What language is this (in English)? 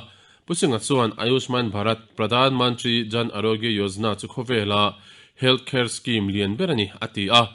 Mizo